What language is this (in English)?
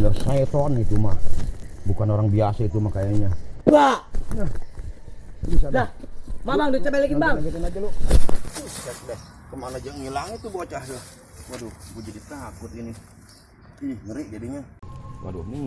Betawi